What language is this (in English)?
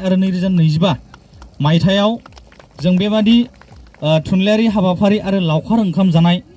Bodo